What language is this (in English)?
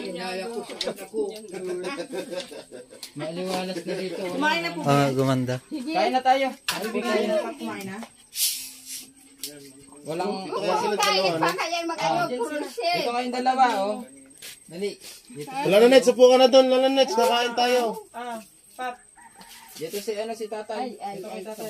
Filipino